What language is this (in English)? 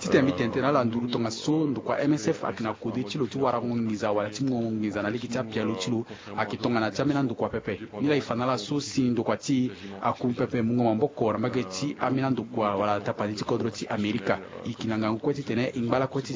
Sango